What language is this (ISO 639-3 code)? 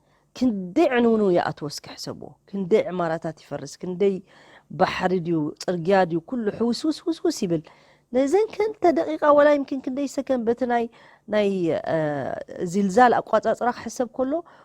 tir